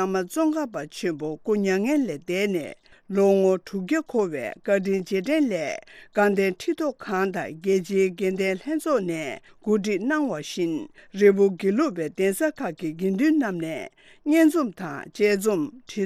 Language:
Tibetan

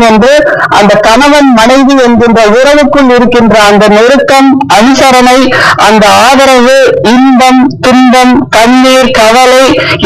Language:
Tamil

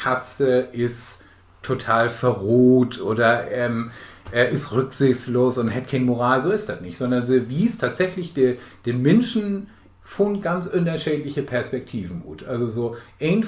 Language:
Low German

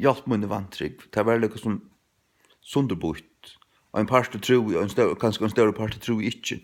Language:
Faroese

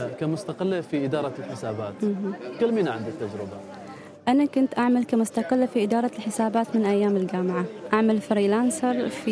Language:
Gulf Arabic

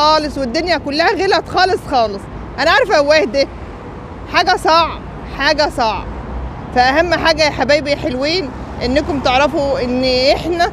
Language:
Egyptian Arabic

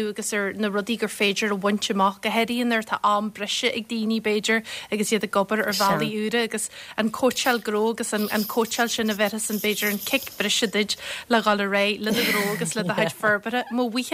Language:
Irish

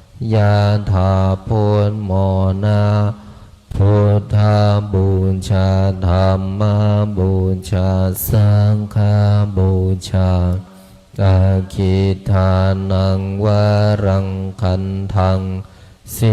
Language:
Pali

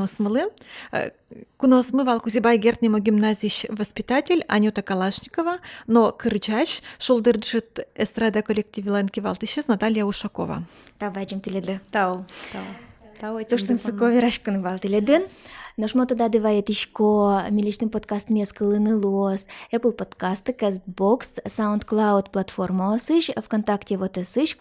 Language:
Udmurt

